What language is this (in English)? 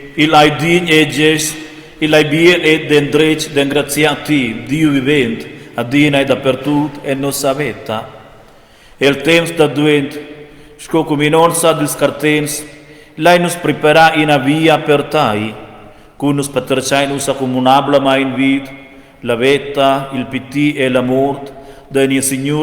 Romansh